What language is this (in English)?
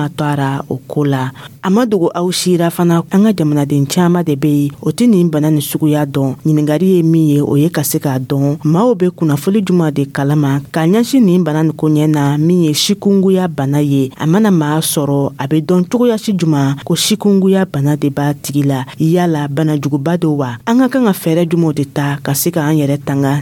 Dyula